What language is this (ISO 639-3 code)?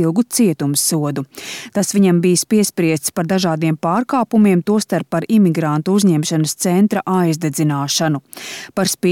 lav